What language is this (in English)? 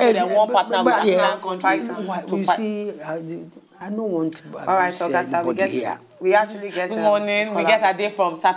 Nigerian Pidgin